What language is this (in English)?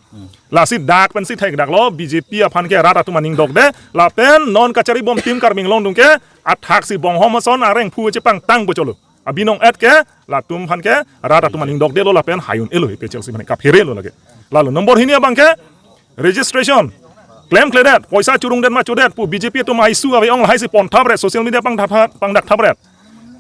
Karbi